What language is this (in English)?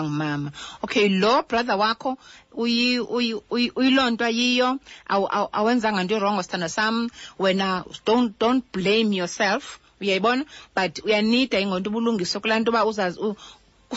Xhosa